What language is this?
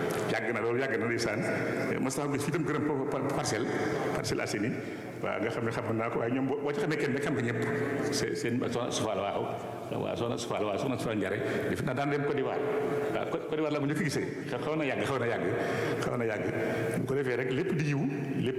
Wolof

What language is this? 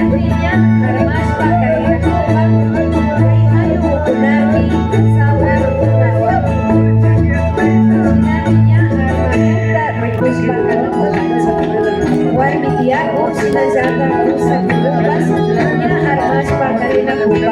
Imbabura Highland Quichua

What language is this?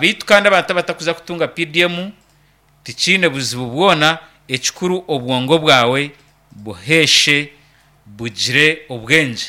Nyankole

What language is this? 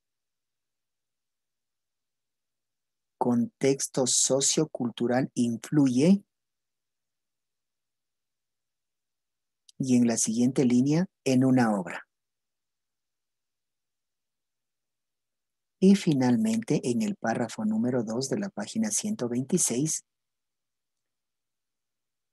Spanish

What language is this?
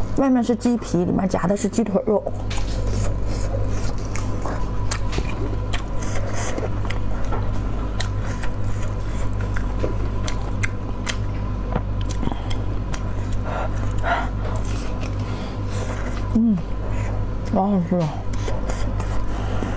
Chinese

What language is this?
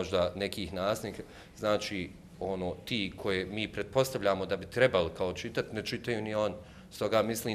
Bosnian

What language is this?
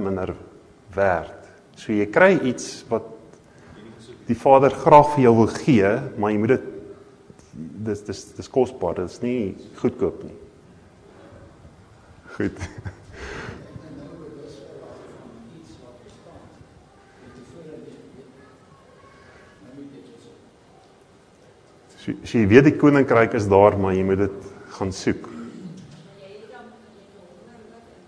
Afrikaans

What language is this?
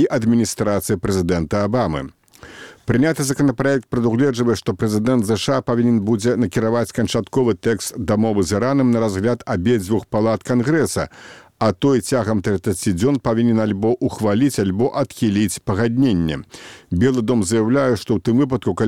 Belarusian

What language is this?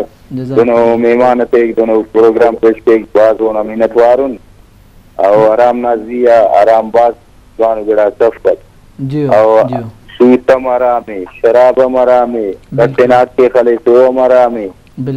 Brahui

